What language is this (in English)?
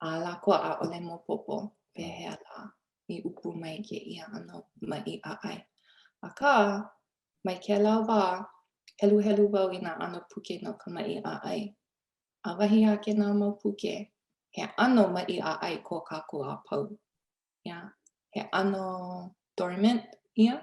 Hawaiian